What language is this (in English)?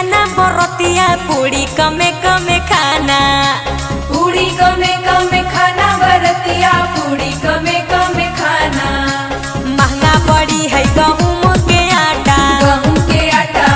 Bhojpuri